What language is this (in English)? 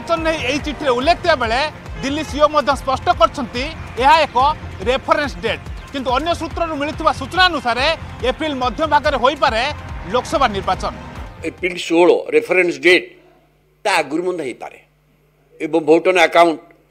Odia